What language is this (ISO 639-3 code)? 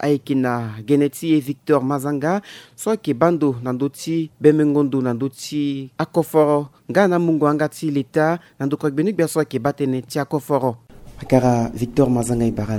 sag